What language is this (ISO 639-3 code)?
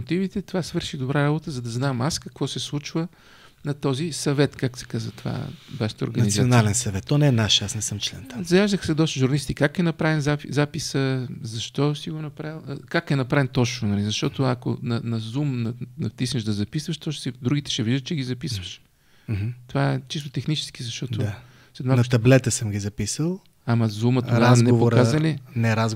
bul